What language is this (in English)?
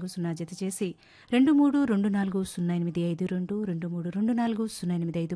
Telugu